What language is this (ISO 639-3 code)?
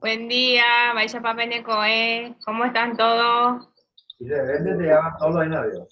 grn